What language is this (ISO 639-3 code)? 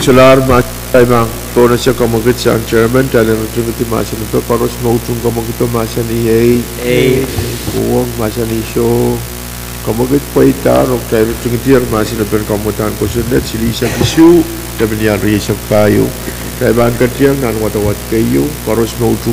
pon